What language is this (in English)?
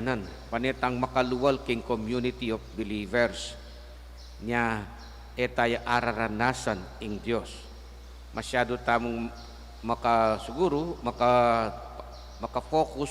Pampanga